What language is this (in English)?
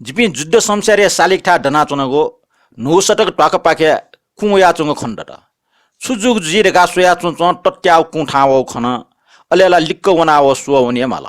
Newari